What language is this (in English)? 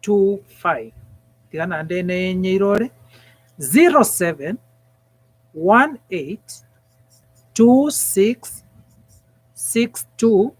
Gusii